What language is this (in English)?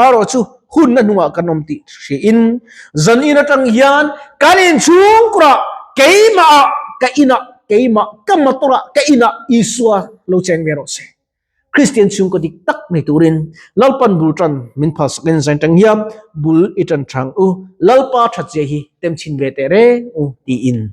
Mizo